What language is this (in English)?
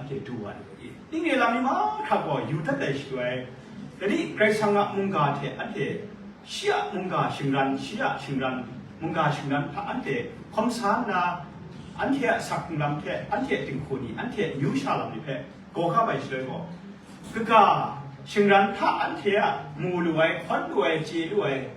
Kachin